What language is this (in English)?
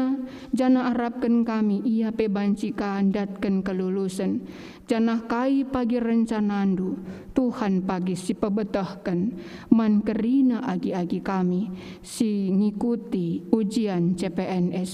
Batak Karo